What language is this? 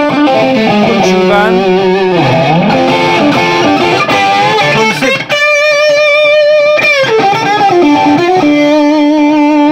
Korean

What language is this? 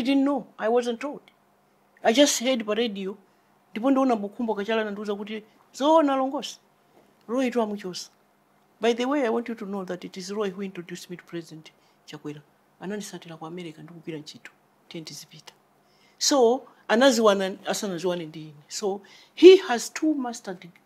Nyanja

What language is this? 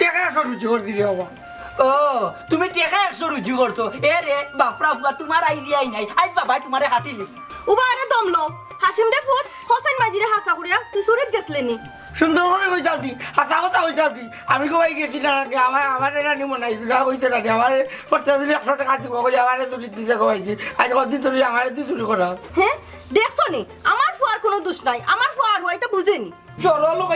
Sylheti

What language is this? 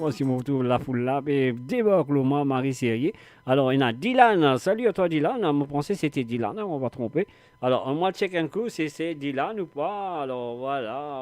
Morisyen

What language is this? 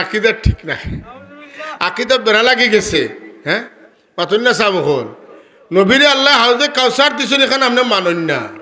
Sylheti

